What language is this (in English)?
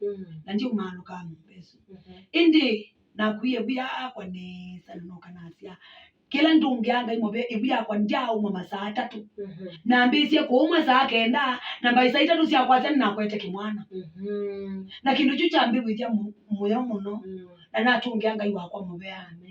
Kamba